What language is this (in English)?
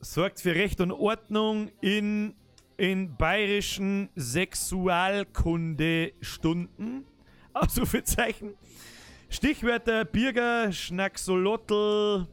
Bavarian